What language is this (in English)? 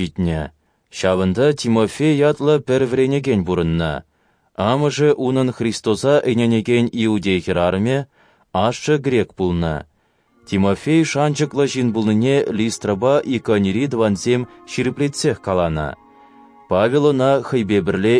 Chuvash